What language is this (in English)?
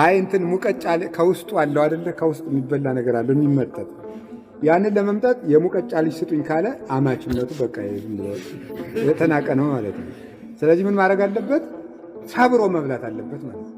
Amharic